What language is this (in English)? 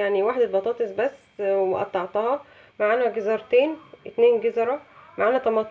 Egyptian Arabic